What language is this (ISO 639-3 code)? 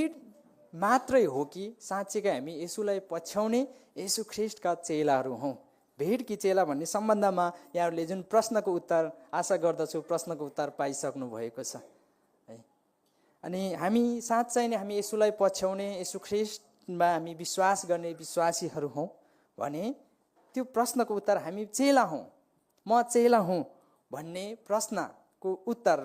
nep